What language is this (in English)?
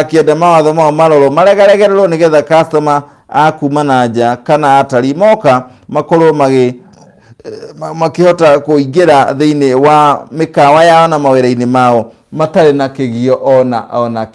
Kikuyu